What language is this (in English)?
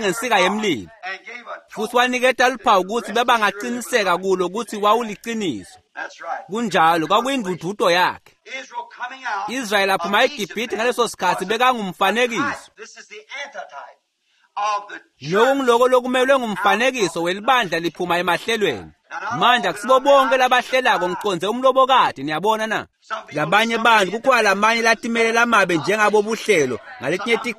Swati